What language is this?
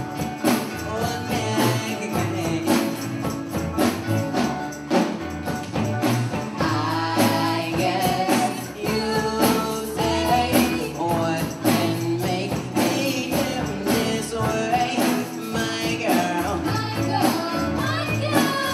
English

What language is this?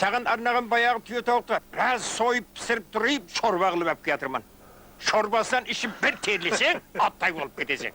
Kara-Kalpak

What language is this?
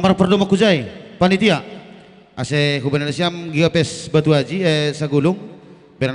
Batak Simalungun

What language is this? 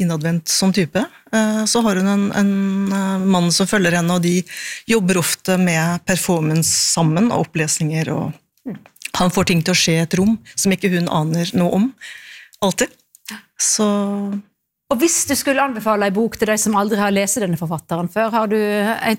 Norwegian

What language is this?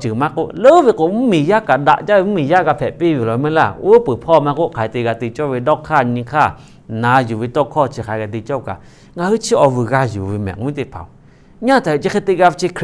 Lahu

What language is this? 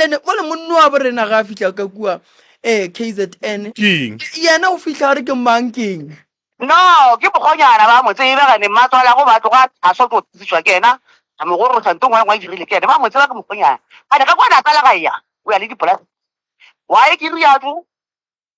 Northern Sotho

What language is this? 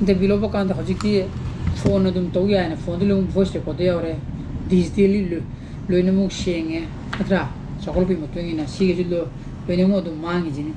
Manipuri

